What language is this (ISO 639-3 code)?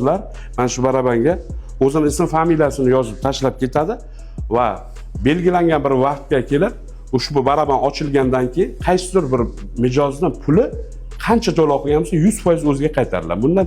uzb